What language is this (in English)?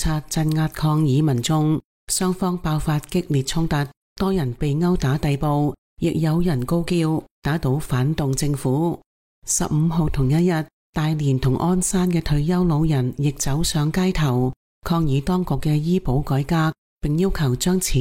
Cantonese